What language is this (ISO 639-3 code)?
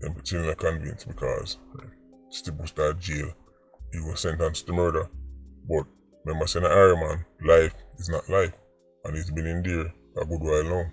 jam